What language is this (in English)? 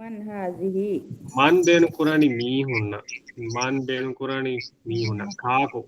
Divehi